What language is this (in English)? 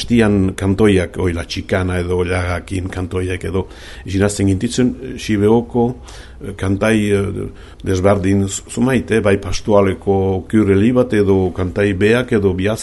Basque